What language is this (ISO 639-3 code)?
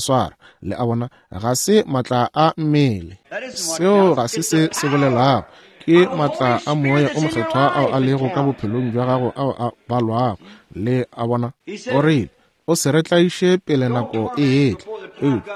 nso